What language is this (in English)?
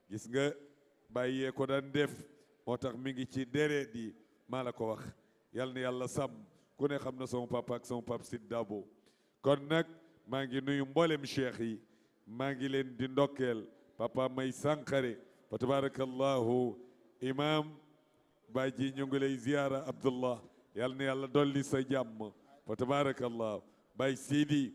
Wolof